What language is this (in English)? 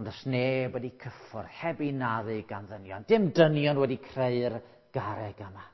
Welsh